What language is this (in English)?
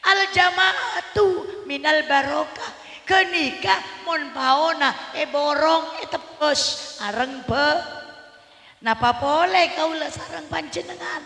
Madurese